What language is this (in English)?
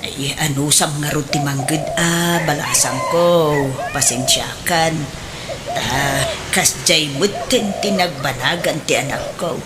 Iloko